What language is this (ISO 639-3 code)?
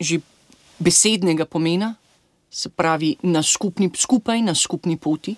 slv